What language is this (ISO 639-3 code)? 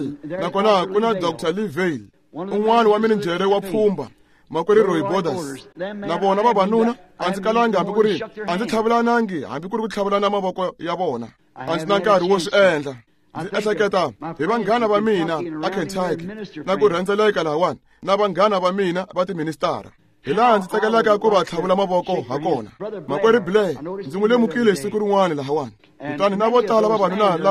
tso